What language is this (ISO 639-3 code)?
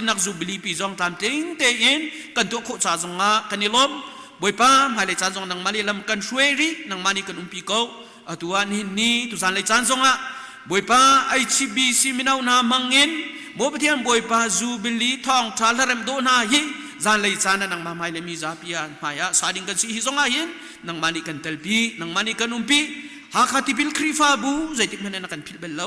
cnh